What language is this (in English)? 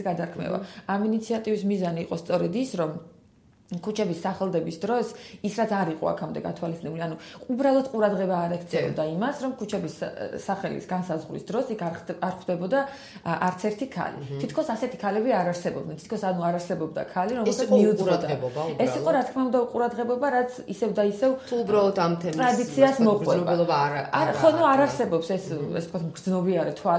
Georgian